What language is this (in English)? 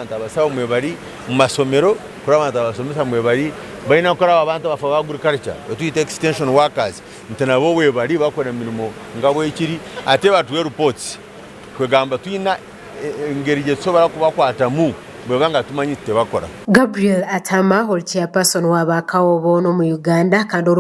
Nyankole